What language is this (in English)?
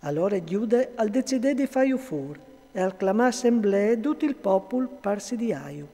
Friulian